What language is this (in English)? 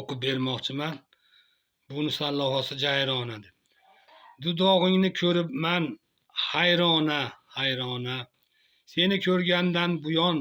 Uzbek